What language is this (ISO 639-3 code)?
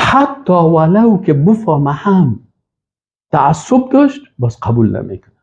fas